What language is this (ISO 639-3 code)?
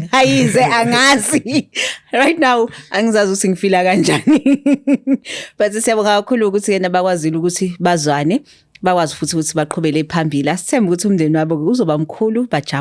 zul